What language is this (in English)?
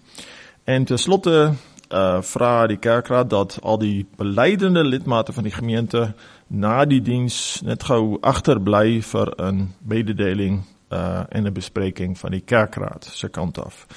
Afrikaans